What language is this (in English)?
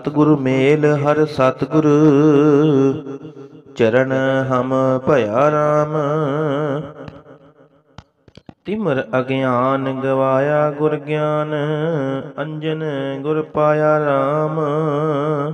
Punjabi